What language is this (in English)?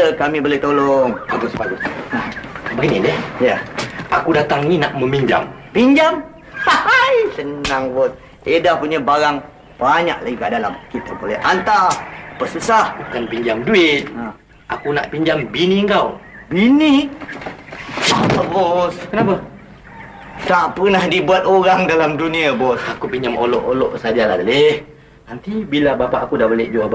Malay